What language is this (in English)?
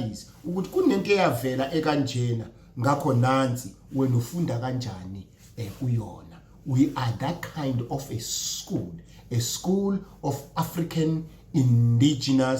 Zulu